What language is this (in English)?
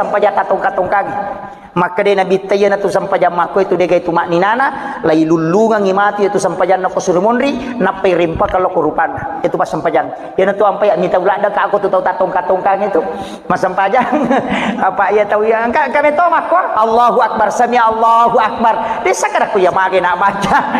Buginese